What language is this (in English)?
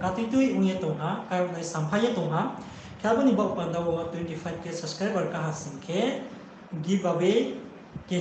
Riang (India)